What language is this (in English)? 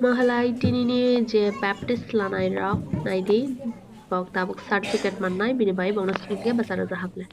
Kok Borok